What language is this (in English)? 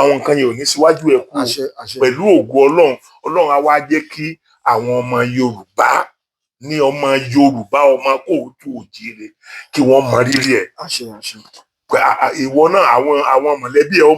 Yoruba